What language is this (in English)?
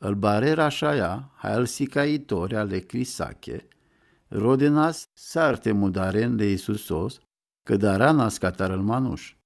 Romany